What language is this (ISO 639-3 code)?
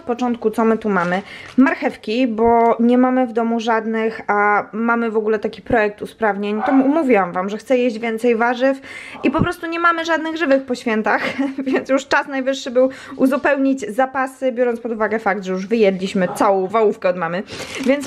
pol